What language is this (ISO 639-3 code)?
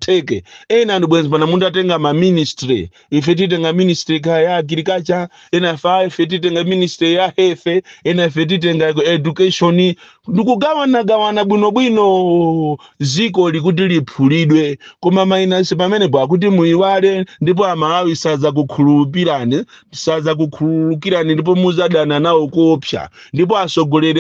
nya